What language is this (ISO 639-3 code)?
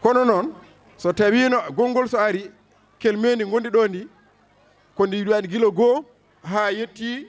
ful